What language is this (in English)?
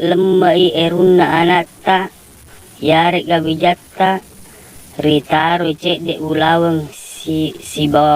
Buginese